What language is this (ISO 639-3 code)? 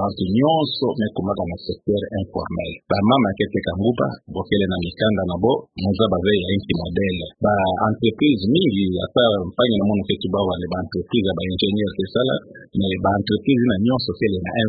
ktu